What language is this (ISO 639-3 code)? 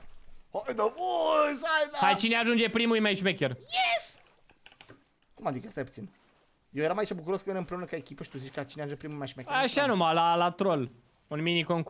ron